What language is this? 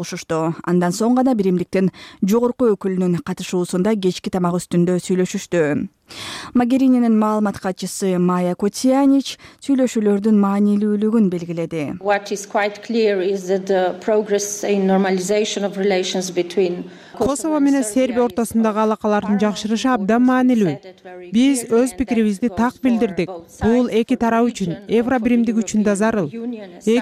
Kyrgyz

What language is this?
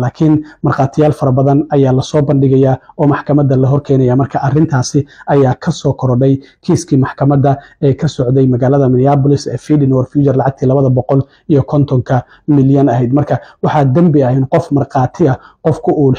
Somali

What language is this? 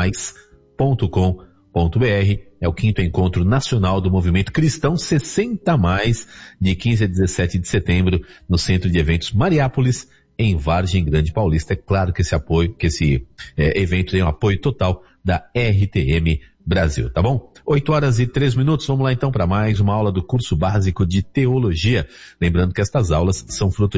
Portuguese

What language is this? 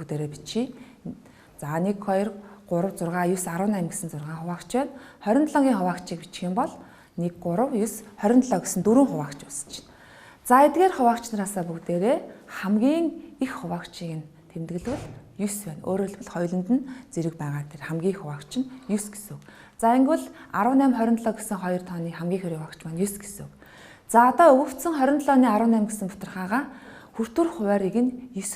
Mongolian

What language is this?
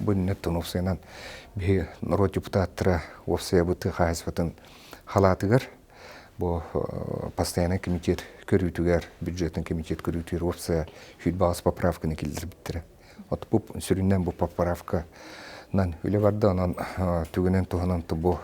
Yakut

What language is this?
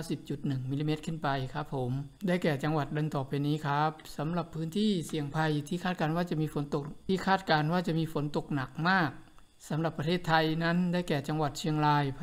Thai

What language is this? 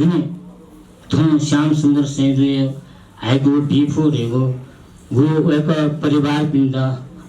Newari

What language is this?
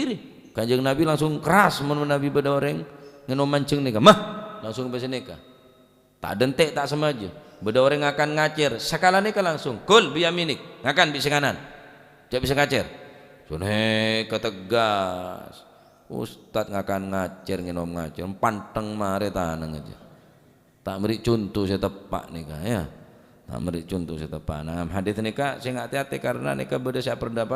Madurese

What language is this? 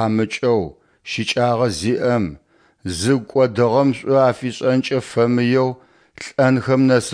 Adyghe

